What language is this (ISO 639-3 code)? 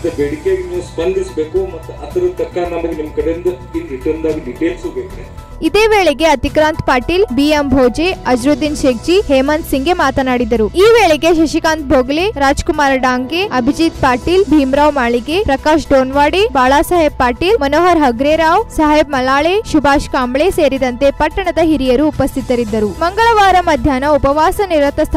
kan